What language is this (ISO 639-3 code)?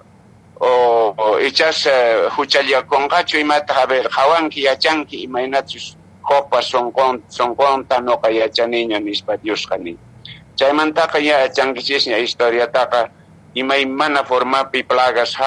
que